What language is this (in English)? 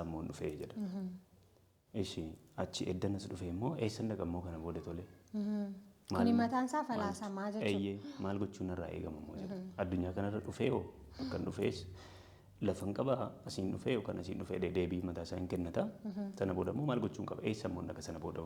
Oromo